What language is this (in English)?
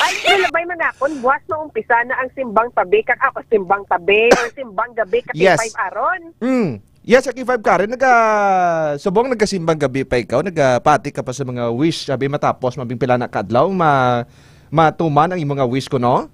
Hiligaynon